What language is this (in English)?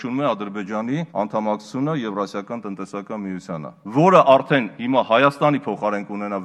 Armenian